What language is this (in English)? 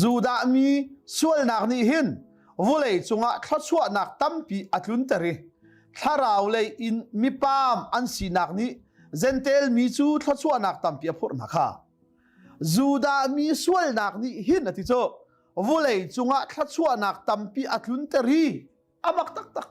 Hakha Chin